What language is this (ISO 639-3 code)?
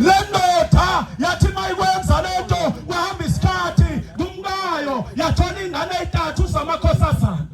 zul